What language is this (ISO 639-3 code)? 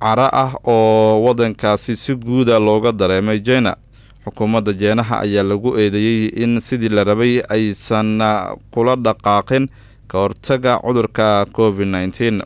som